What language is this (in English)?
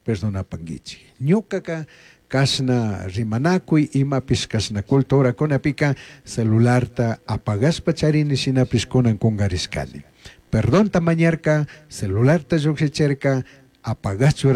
Chimborazo Highland Quichua